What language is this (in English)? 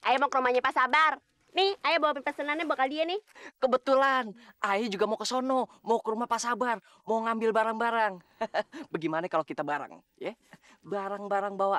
Betawi